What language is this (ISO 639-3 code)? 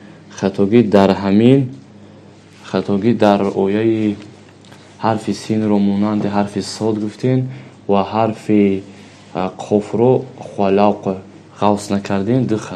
tgk